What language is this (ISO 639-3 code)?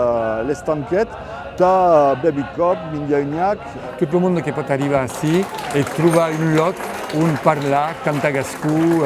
oci